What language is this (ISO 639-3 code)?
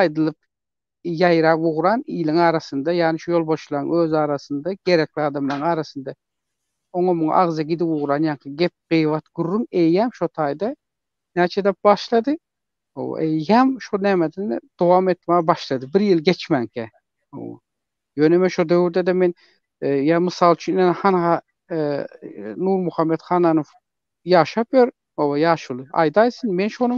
tuk